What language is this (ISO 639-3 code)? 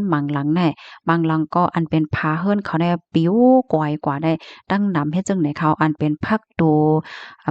shn